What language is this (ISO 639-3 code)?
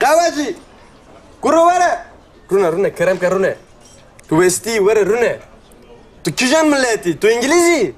kur